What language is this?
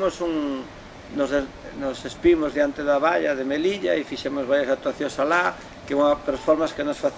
Galician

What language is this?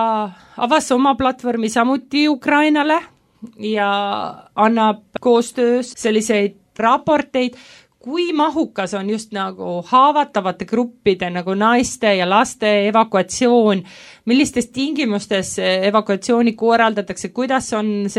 Estonian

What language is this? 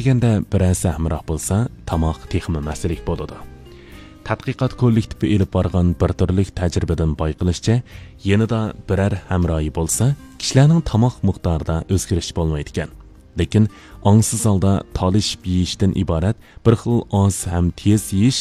Uyghur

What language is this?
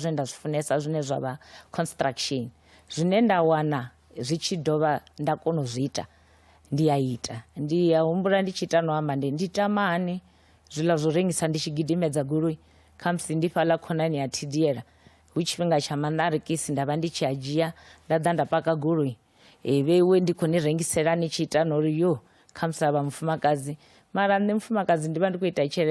Venda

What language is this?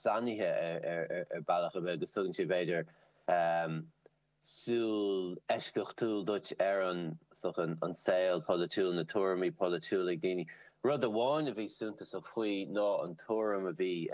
Irish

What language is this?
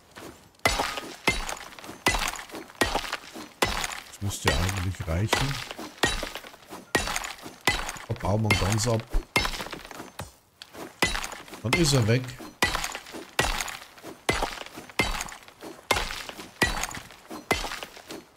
German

